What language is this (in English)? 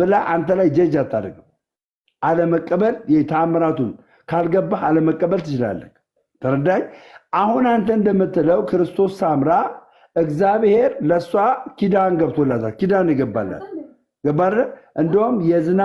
Amharic